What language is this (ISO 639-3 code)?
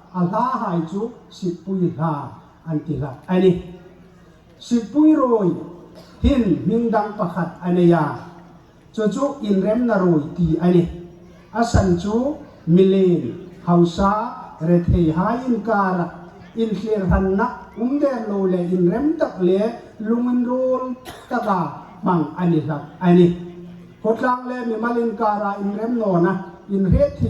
hmr